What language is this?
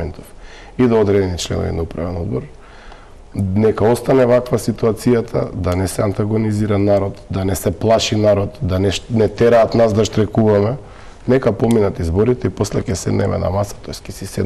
Macedonian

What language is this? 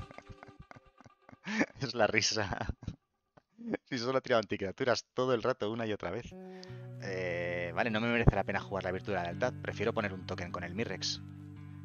Spanish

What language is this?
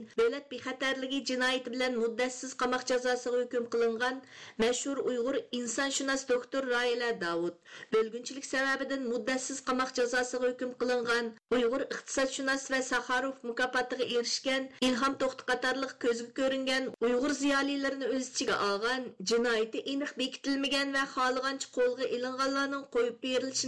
Uyghur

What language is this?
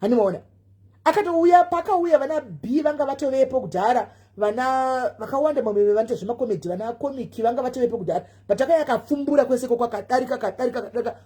Shona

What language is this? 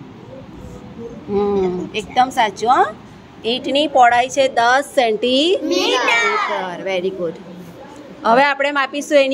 Gujarati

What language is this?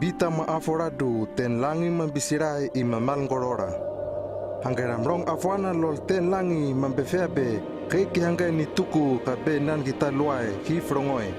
Hano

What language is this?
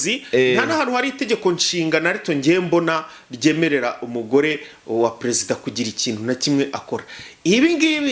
Kinyarwanda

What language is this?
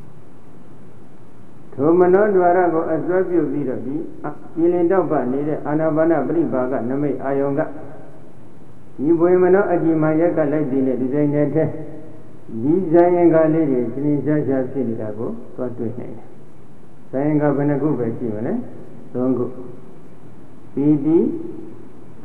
Burmese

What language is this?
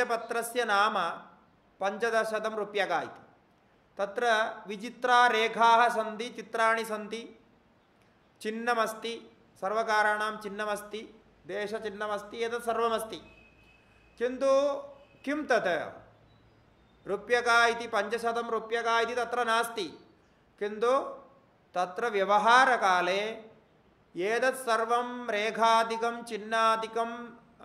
Sanskrit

